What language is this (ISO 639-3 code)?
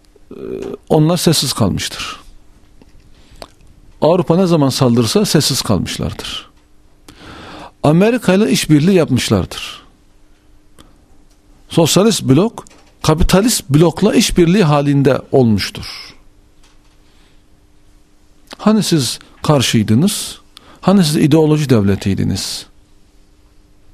tur